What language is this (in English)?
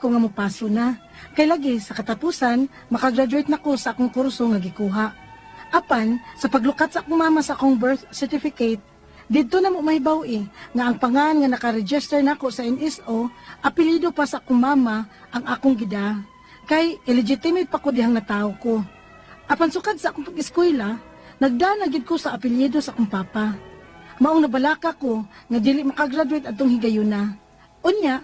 Cebuano